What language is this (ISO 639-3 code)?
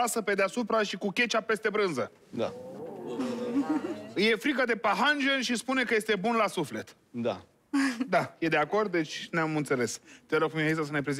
ron